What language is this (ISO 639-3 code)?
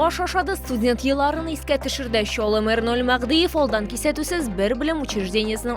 tat